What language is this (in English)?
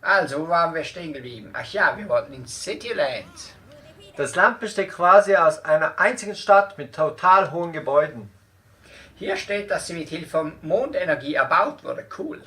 Swiss German